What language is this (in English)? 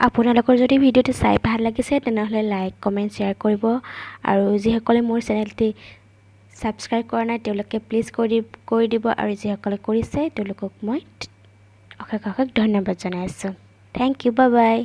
Assamese